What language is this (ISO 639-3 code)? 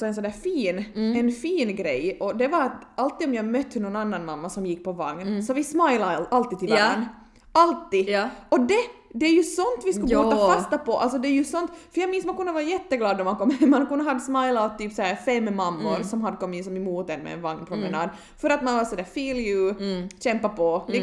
swe